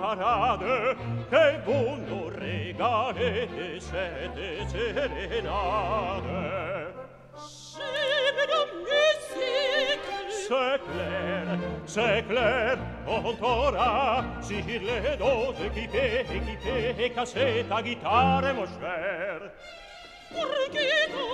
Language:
French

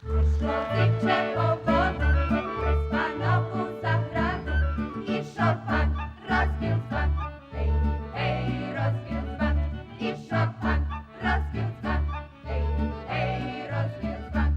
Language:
Rusyn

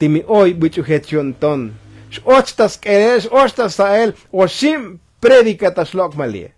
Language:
Tzotzil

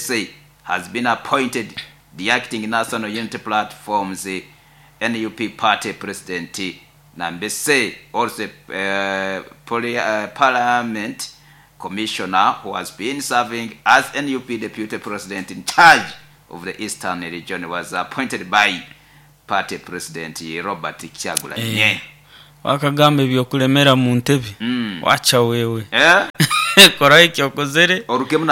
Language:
Nyoro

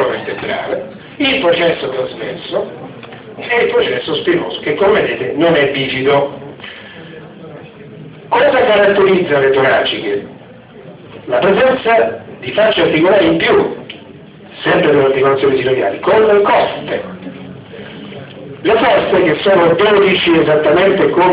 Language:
Italian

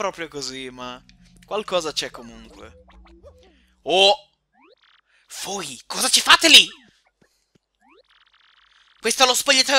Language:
Italian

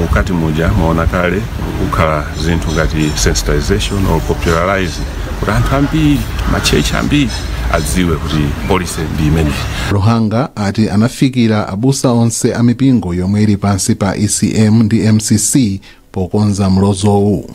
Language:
Nyanja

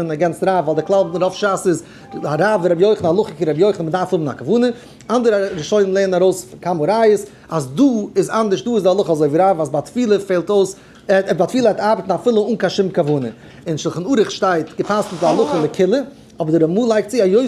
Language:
Yiddish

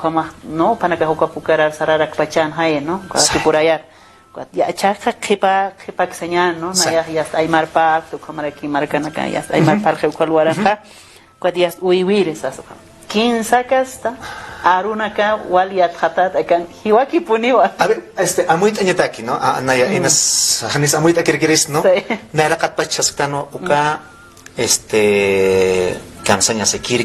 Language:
Aymara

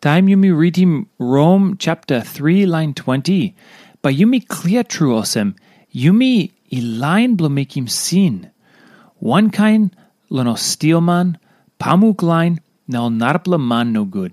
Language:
Tok Pisin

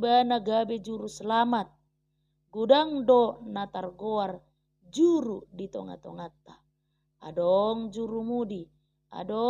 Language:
Batak Toba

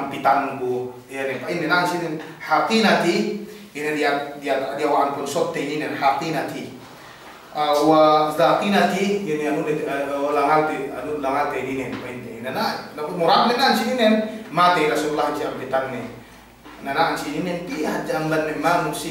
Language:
Yakan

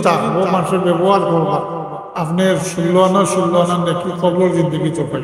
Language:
Sylheti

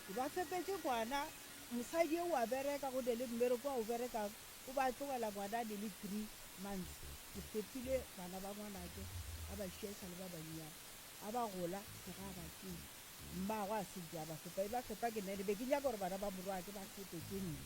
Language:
Northern Sotho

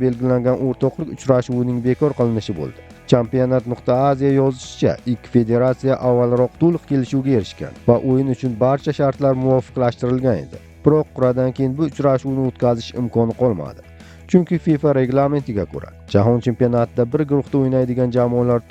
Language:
Uzbek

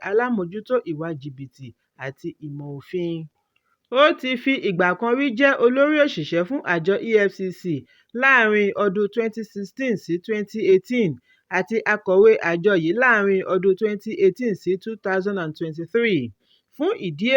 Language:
Yoruba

